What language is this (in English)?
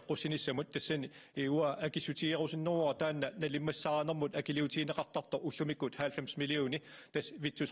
Kalaallisut